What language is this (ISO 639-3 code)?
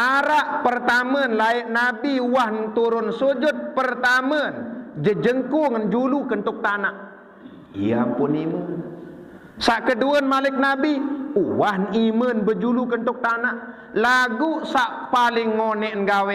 sas